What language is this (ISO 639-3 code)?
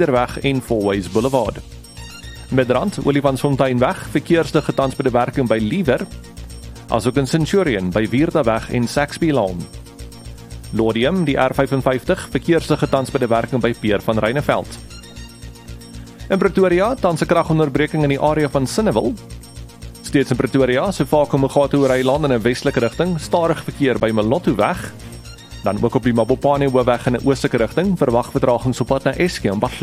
afr